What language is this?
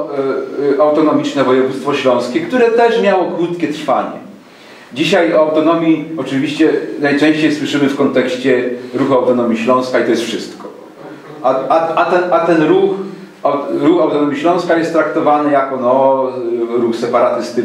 Silesian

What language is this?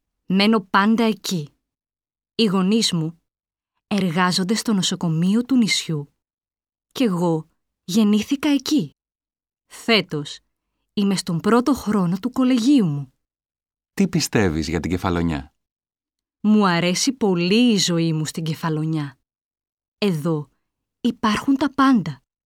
Greek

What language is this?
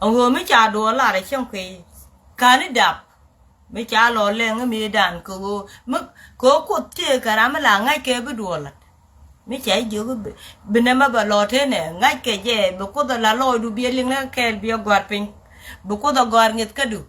Nuer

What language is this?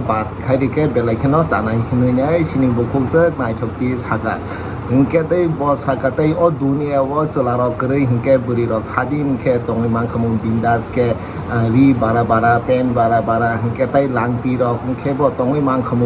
Kok Borok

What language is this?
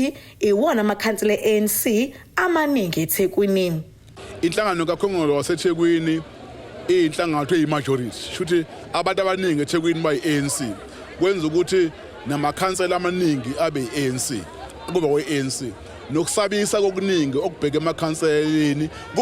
Zulu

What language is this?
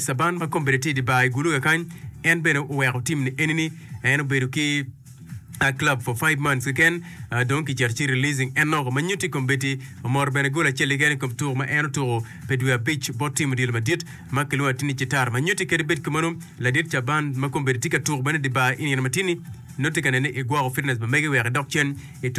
Acoli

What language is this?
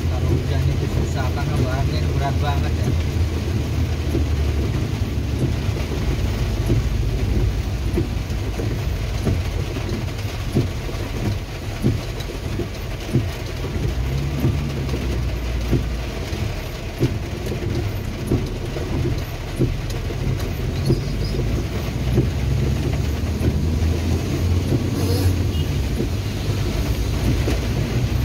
Indonesian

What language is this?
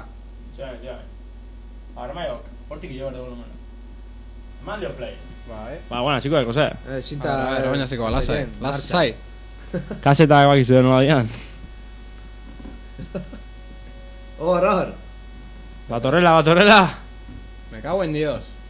Basque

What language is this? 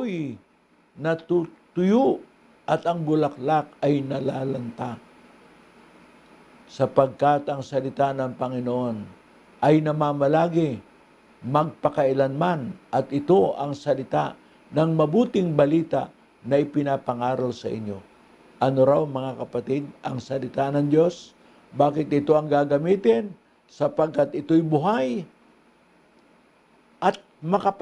Filipino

